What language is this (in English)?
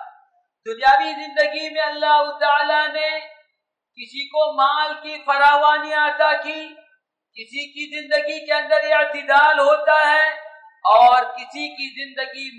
Urdu